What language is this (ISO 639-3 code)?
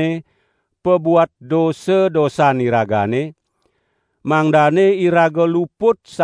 ban